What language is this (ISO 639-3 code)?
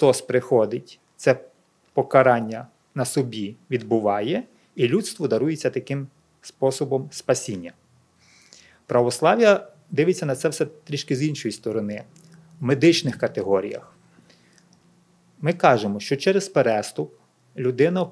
ukr